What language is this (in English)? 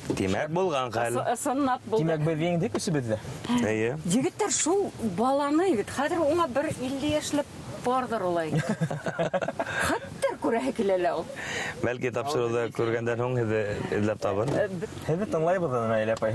Bashkir